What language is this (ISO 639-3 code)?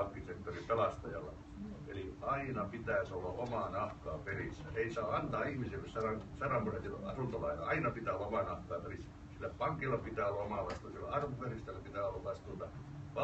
fin